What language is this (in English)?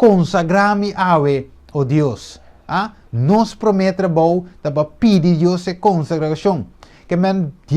Papiamento